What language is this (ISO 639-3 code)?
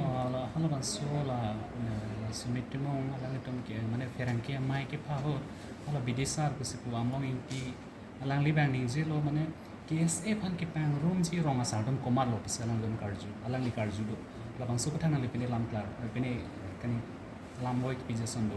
mjw